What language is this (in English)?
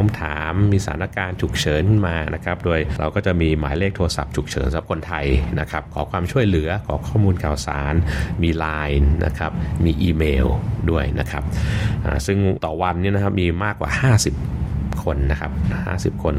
Thai